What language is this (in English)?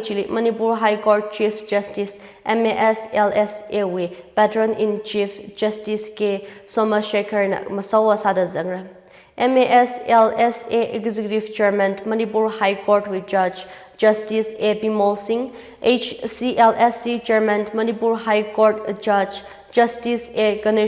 Tangkhul Naga (India)